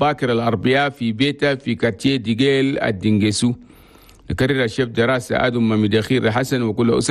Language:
Chadian Arabic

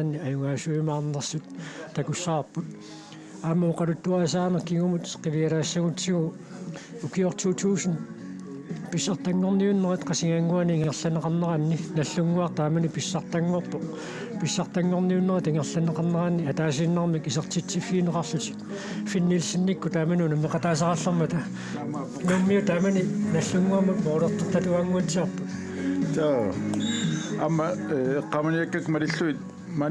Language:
Kalaallisut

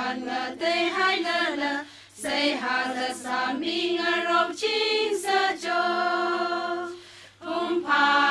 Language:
Tangkhul Naga (India)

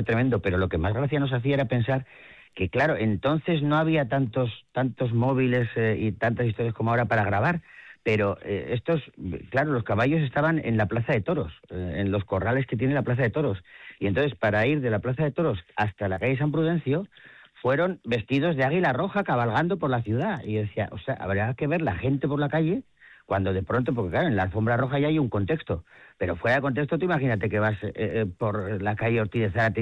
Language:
Spanish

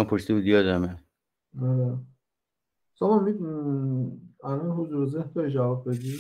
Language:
Persian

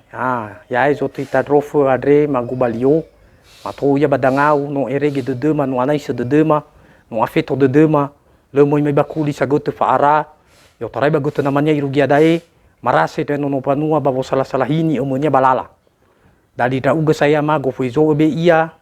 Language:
Nias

